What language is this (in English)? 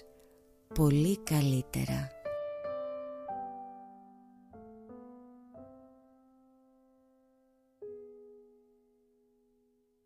Greek